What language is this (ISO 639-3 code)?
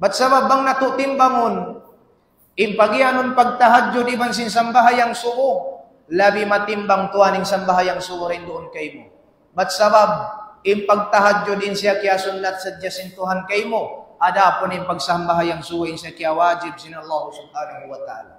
tsg